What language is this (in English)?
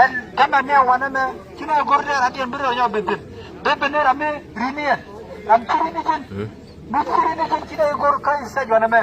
Nuer